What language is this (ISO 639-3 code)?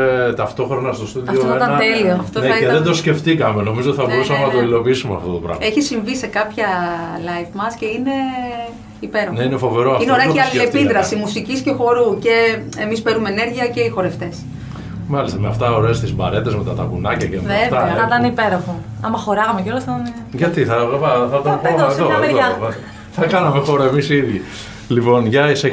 ell